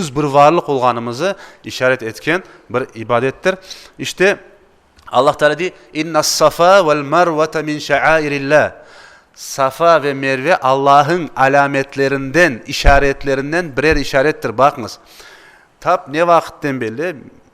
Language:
Crimean Tatar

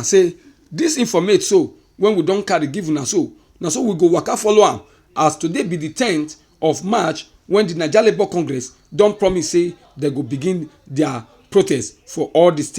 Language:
Nigerian Pidgin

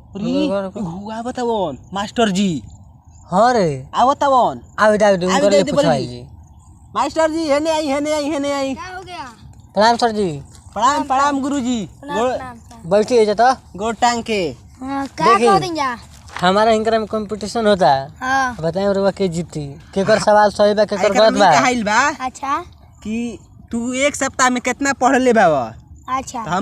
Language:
Bhojpuri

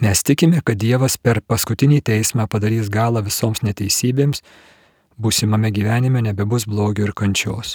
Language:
Lithuanian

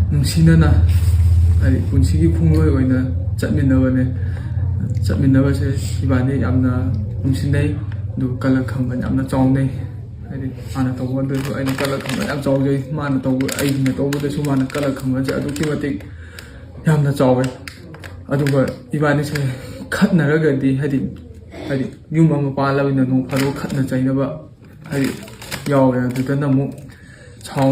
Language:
Manipuri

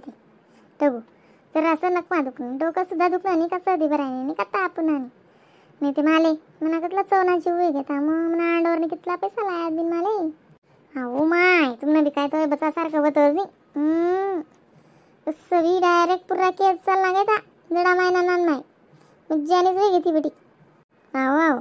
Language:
Khandesi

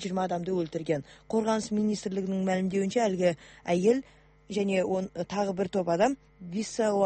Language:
Kazakh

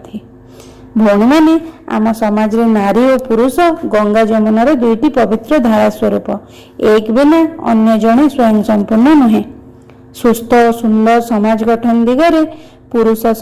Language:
Odia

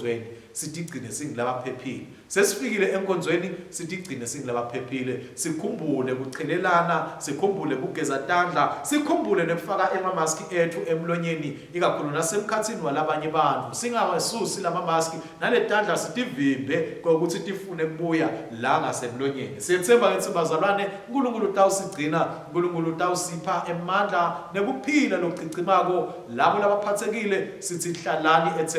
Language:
Swati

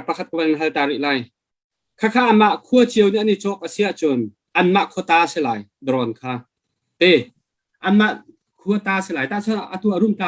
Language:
Hakha Chin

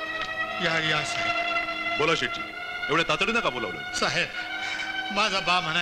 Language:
Marathi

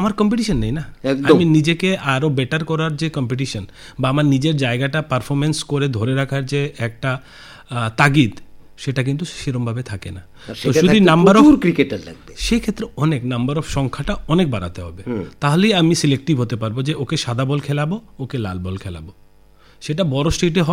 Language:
Bangla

